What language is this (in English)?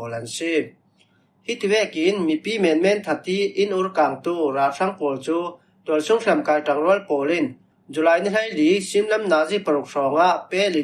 Falam Chin